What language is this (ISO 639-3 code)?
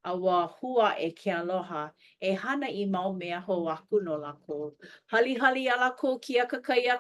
haw